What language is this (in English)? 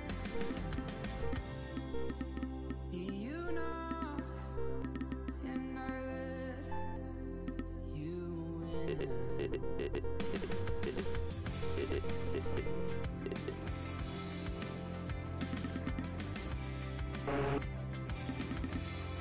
German